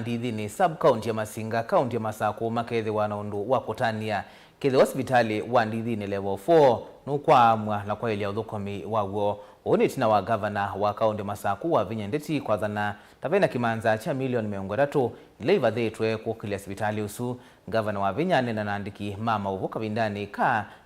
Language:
Kamba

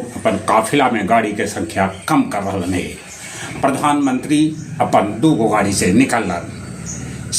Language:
Magahi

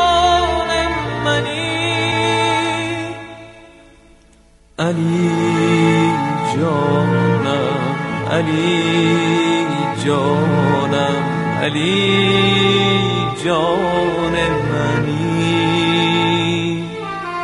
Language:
Persian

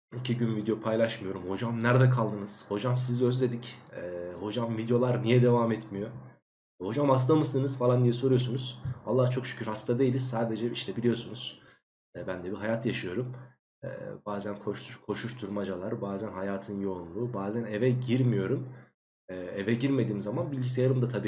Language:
Turkish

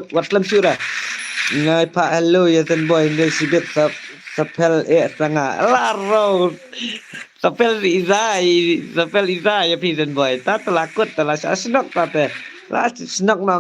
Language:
Khasi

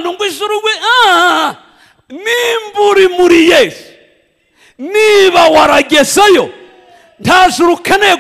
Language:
Kinyarwanda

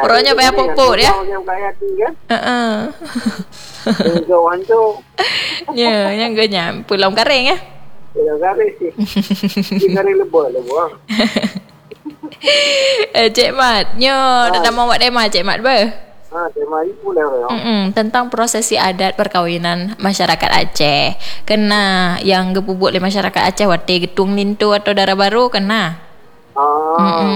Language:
Malay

